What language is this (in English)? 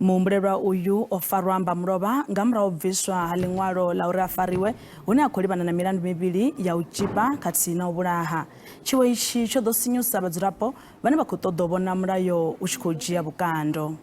Venda